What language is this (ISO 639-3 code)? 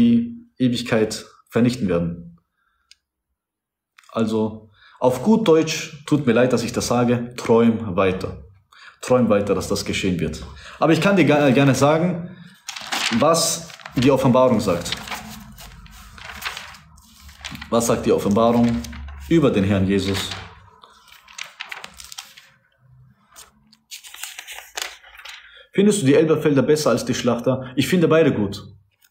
deu